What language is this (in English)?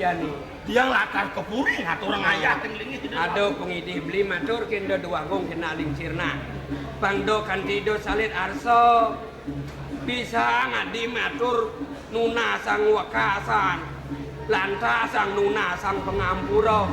Balinese